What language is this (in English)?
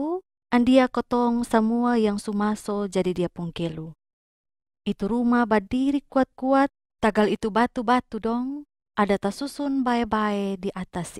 Kupang Malay